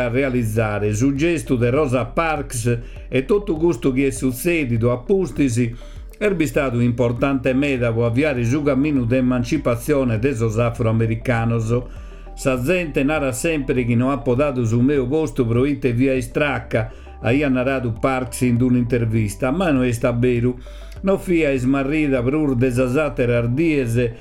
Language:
Sardinian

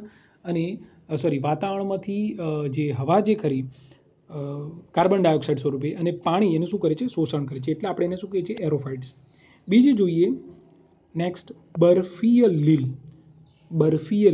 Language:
Gujarati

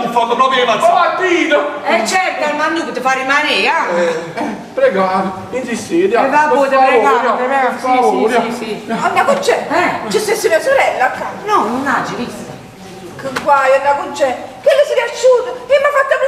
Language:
Neapolitan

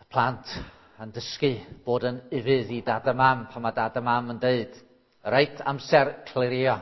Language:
Welsh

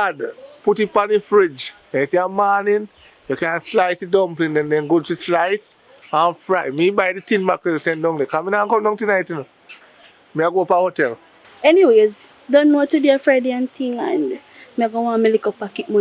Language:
Jamaican Creole English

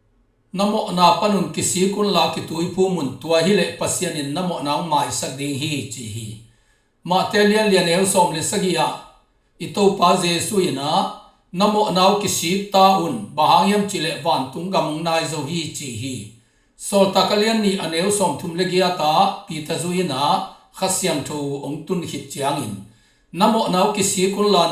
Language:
Tedim Chin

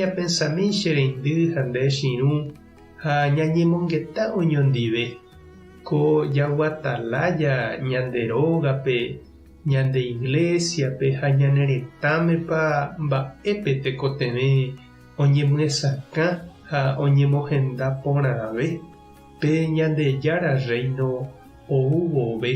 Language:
Guarani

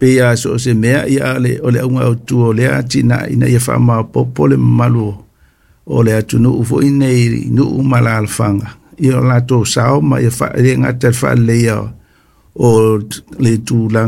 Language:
Samoan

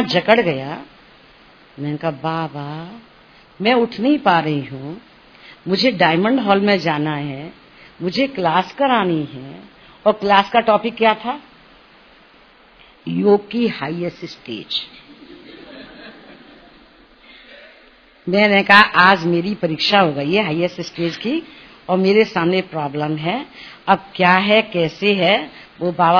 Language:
Hindi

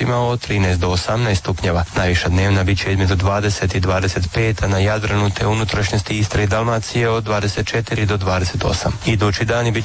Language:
Croatian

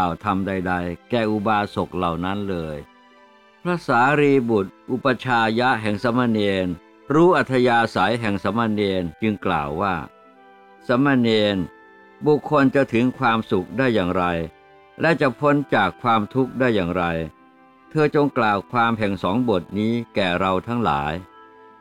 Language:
Thai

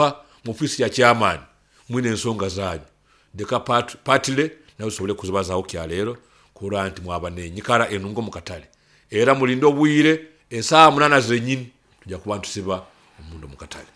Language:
Nyoro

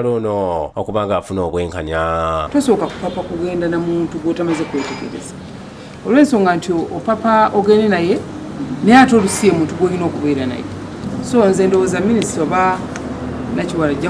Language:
Ganda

